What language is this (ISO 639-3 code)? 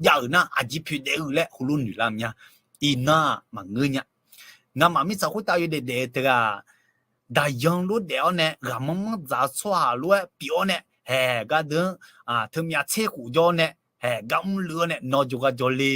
ahk